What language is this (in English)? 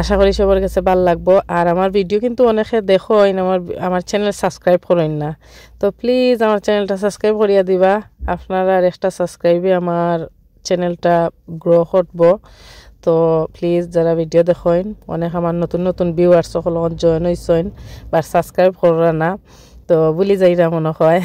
Sylheti